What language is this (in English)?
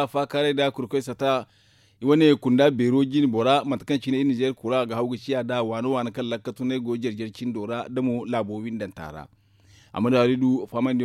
Zarma